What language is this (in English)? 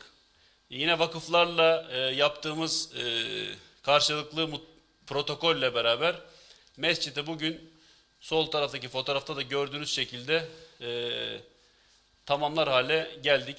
Turkish